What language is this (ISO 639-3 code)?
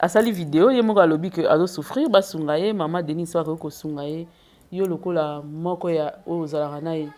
lin